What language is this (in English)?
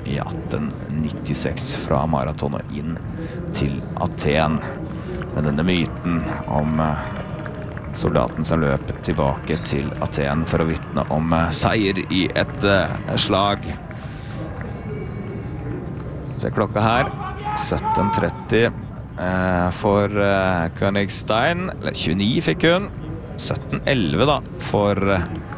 Norwegian